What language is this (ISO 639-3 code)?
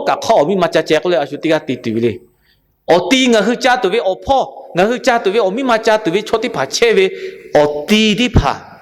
lhu